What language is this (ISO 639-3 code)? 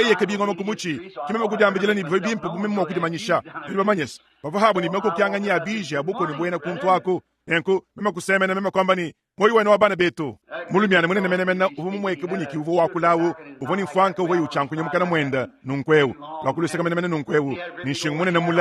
lua